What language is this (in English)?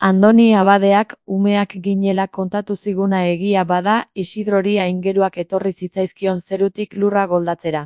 Basque